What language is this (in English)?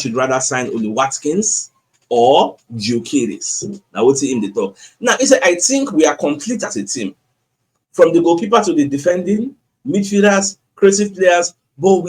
Nigerian Pidgin